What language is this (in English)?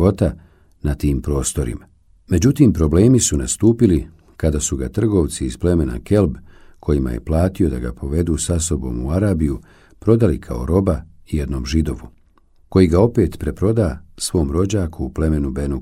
Bosnian